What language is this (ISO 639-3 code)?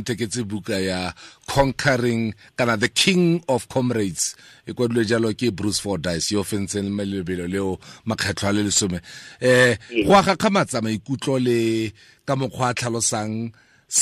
tsn